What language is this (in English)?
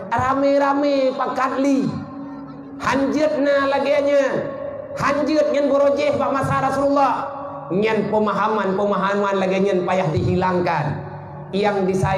Achinese